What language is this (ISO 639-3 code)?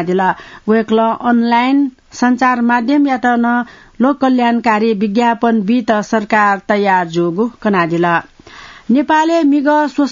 new